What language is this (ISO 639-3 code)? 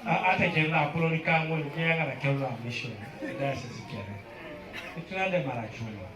teo